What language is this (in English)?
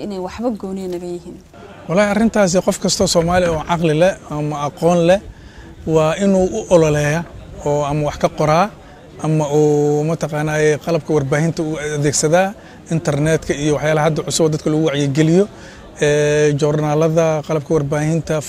Somali